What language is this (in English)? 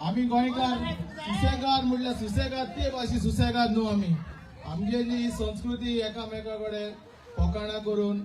Konkani